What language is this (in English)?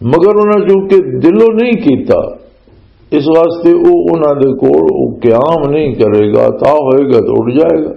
Western Panjabi